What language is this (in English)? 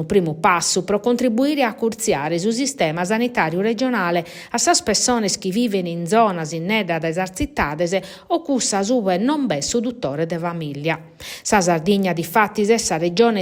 Sardinian